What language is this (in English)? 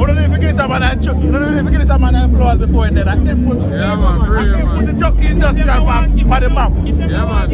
Jamaican Creole English